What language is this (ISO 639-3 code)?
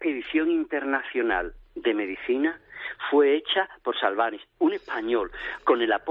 spa